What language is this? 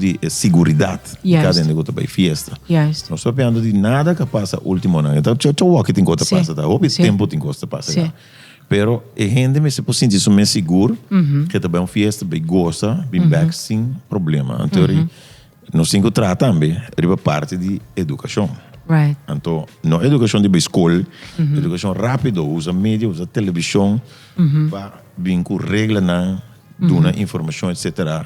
Papiamento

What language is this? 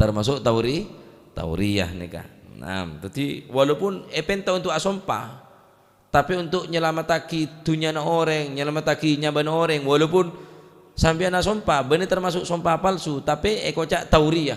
Madurese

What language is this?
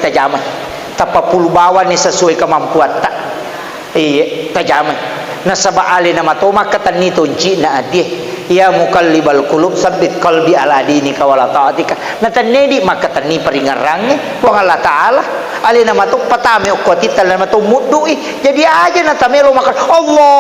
Buginese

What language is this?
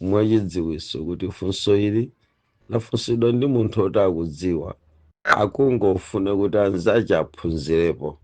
Nyanja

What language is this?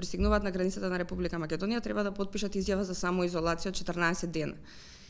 Macedonian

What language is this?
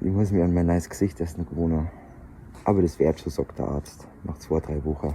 Bavarian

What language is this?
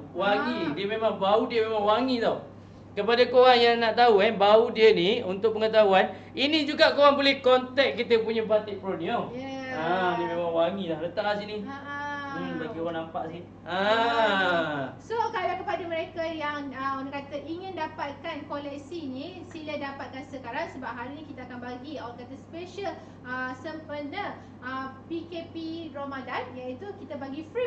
Malay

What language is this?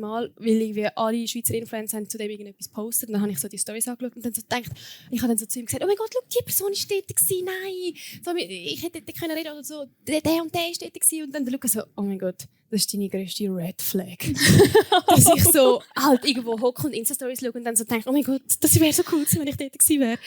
Swiss German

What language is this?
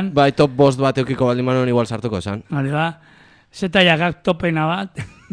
Basque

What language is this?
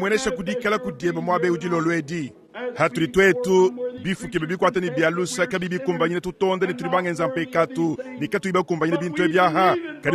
Luba-Lulua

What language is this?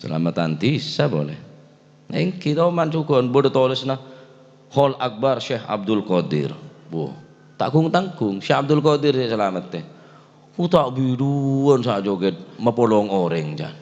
Madurese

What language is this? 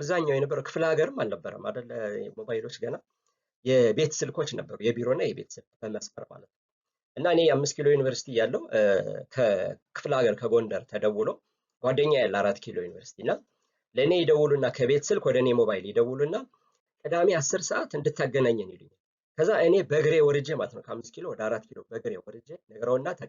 Amharic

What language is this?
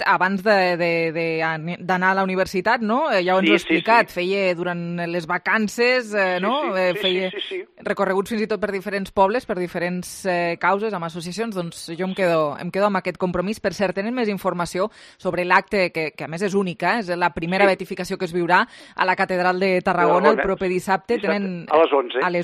Catalan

